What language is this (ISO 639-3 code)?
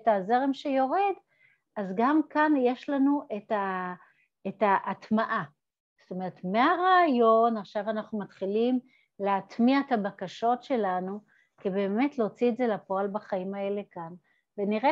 heb